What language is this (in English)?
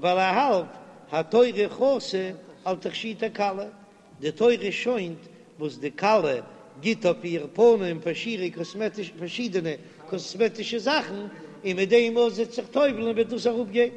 Yiddish